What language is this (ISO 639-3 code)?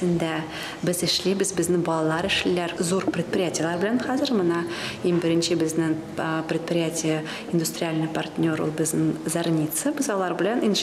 tat